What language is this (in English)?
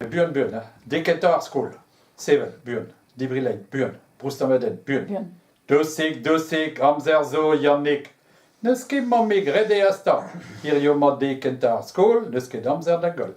Breton